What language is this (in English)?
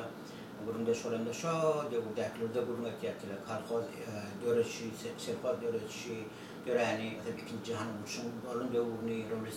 Turkmen